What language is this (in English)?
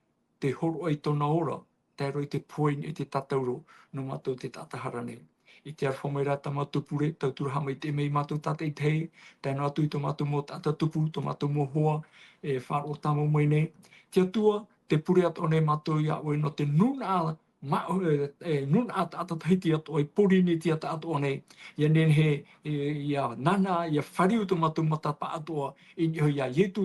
Tahitian